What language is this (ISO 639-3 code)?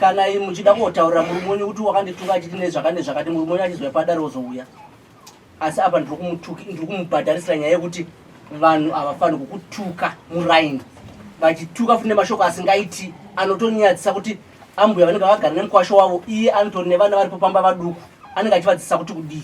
sna